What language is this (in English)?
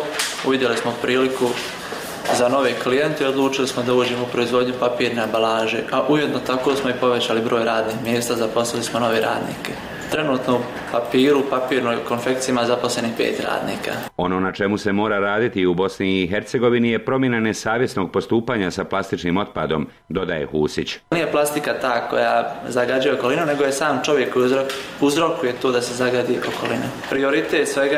Bosnian